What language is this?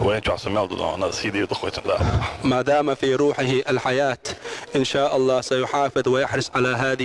Chechen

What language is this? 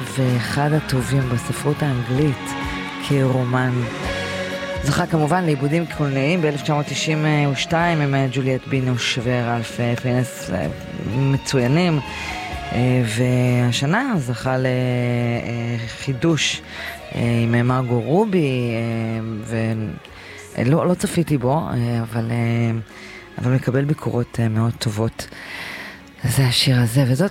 Hebrew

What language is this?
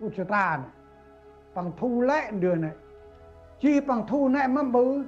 Central Mnong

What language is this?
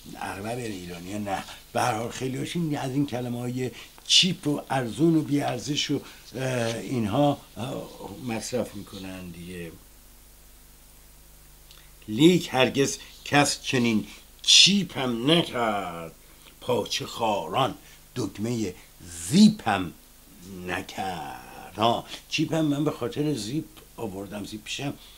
Persian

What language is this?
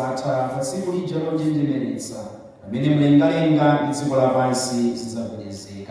Nyanja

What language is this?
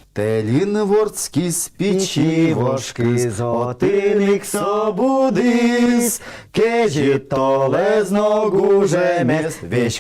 Udmurt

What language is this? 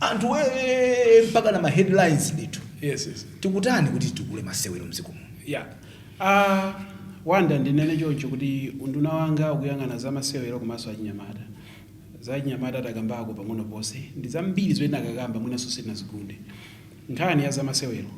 Nyanja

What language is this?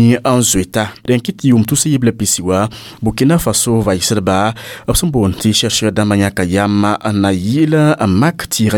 Mossi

